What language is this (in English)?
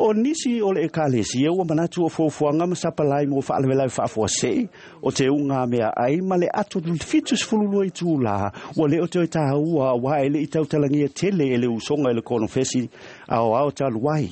Samoan